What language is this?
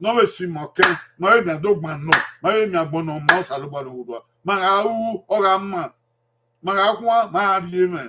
Bini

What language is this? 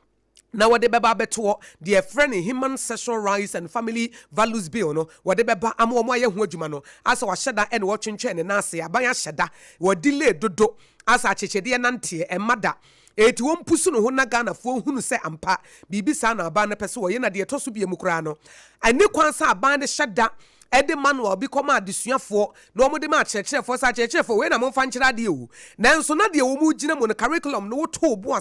Akan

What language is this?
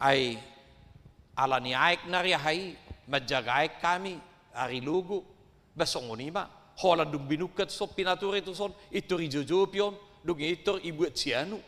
Batak Toba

